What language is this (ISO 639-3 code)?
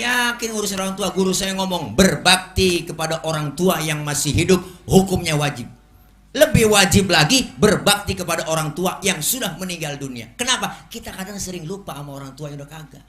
bew